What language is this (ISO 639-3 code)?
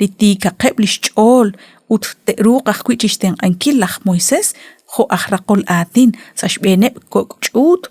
kek